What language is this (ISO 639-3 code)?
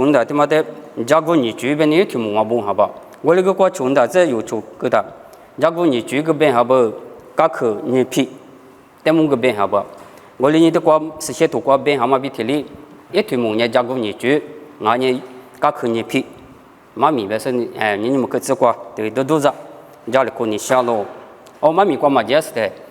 lis